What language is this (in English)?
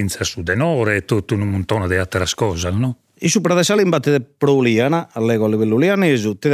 Sardinian